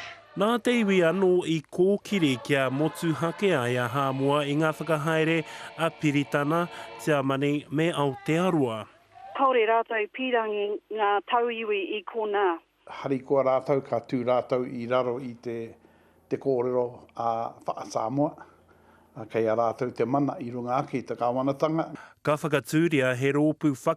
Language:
Māori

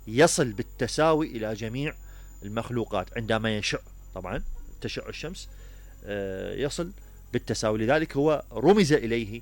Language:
Mesopotamian Arabic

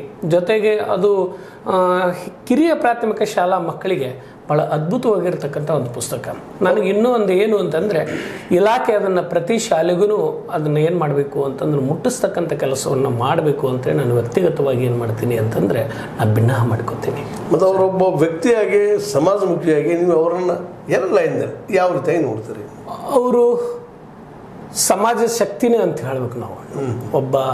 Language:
Kannada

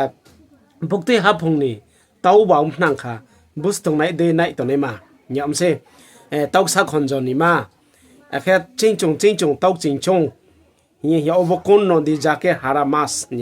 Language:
Riang (India)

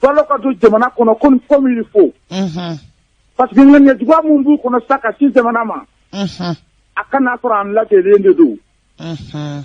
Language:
Bambara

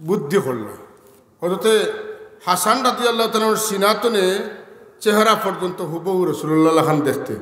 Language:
Sylheti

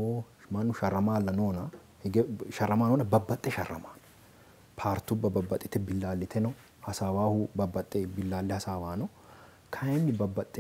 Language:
Sidamo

